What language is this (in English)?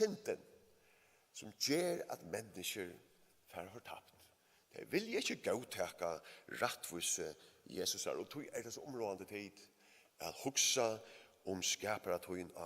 Faroese